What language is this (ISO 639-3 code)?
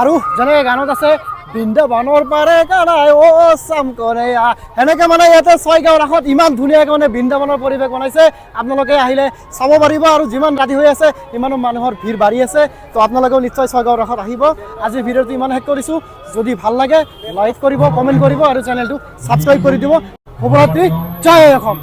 asm